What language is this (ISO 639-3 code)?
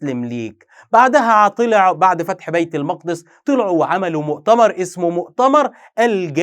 arz